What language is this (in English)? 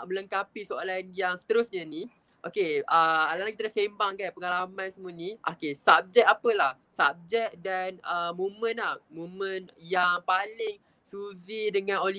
Malay